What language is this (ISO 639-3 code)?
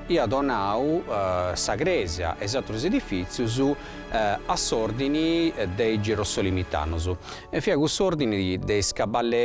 srd